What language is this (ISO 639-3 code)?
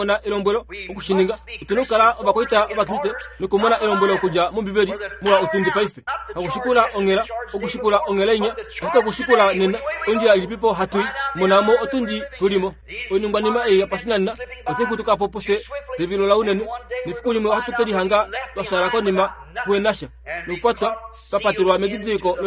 kua